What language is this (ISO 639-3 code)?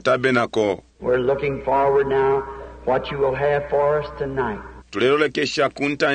bem